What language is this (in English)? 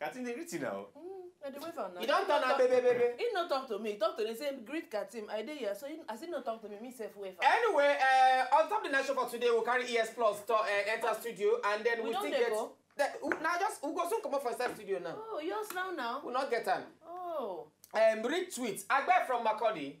Nigerian Pidgin